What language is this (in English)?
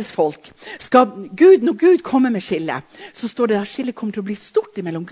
Norwegian